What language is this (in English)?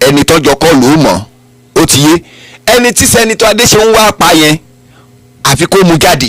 Yoruba